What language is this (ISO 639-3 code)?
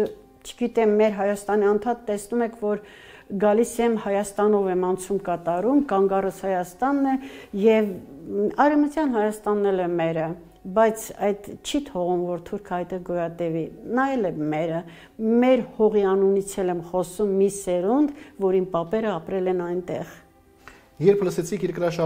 hye